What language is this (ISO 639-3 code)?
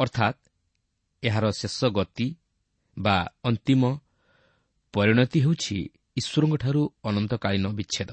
ori